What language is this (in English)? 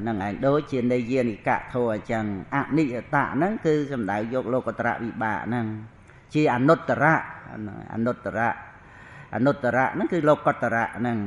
Khmer